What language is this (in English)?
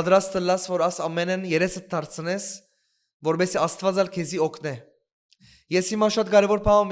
Western Armenian